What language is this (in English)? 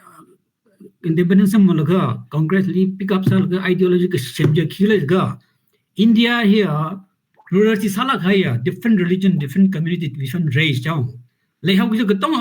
Tangkhul Naga (India)